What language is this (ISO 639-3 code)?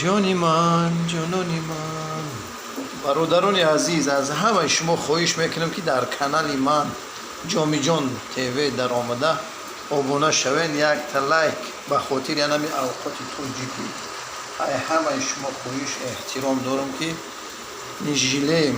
tgk